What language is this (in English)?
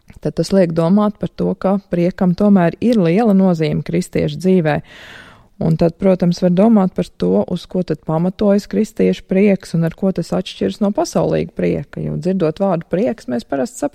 Latvian